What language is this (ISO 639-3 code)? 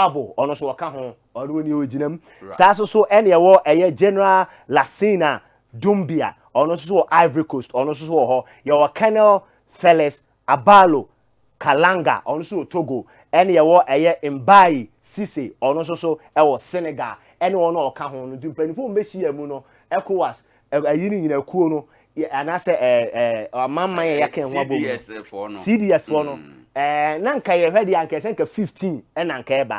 aka